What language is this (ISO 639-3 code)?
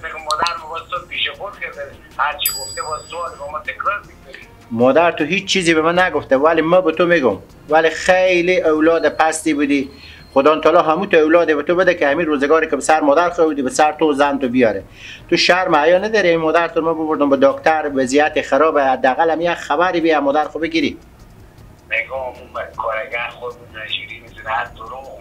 fas